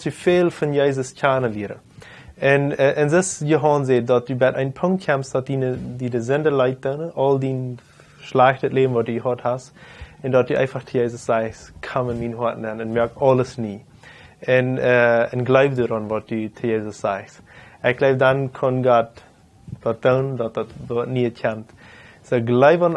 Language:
Plautdietsch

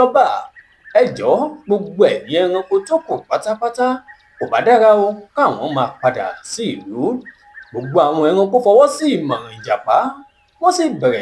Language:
Yoruba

